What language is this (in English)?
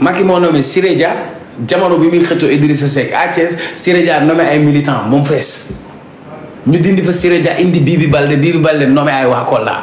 Wolof